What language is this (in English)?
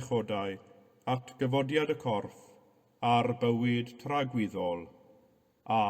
Welsh